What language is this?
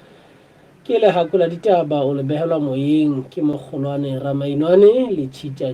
Southern Sotho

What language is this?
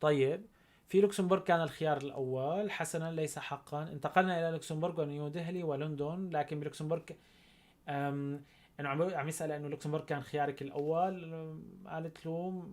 North Levantine Arabic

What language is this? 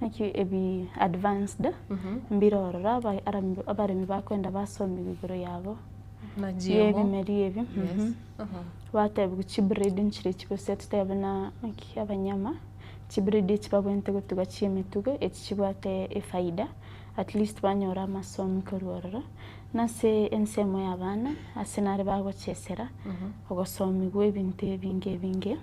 Gusii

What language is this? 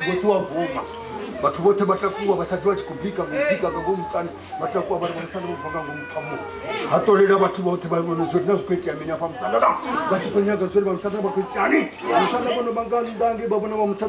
Venda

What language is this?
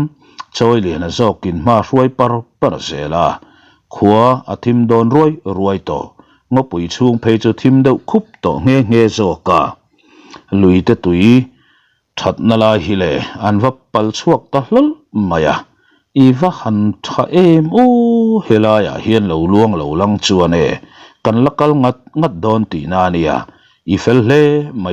Mizo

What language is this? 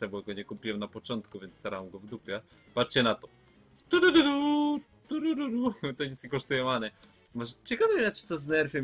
Polish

